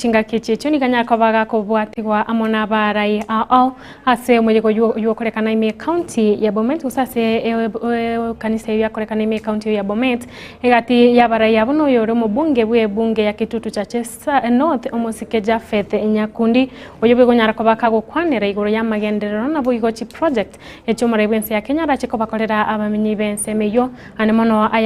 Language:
Gusii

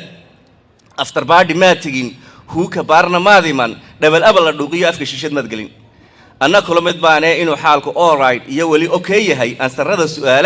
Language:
Somali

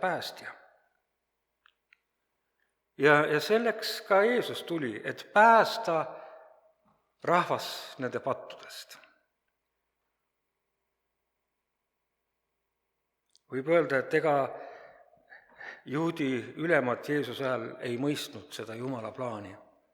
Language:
Estonian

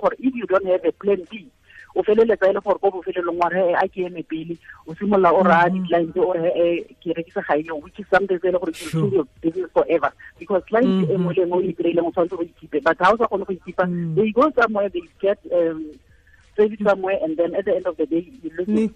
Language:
Tswana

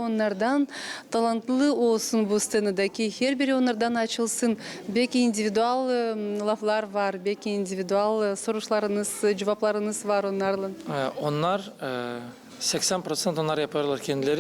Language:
Gagauz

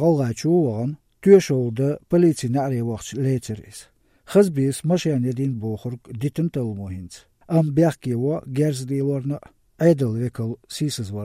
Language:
Chechen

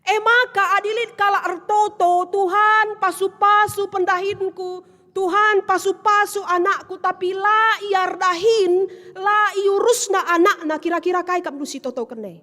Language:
Batak Karo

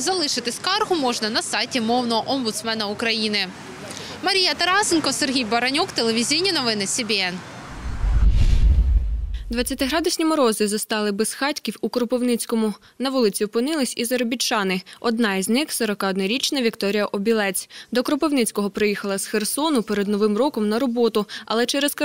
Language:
Ukrainian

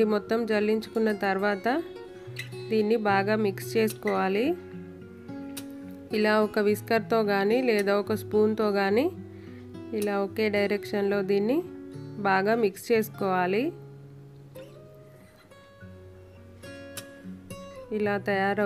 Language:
Telugu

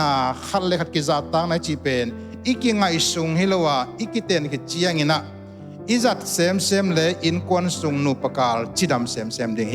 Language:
Tedim Chin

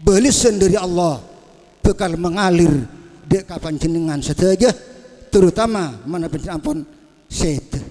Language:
Madurese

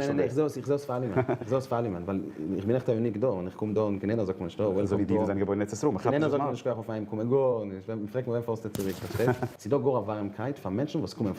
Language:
Yiddish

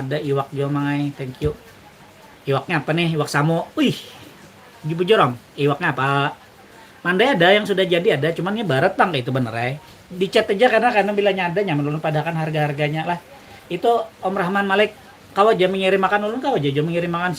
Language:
Banjar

